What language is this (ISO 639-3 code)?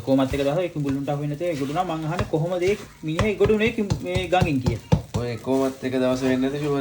sin